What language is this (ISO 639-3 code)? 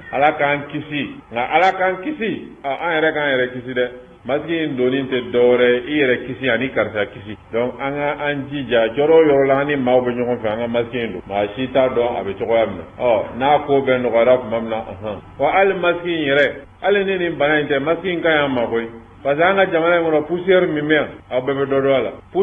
bam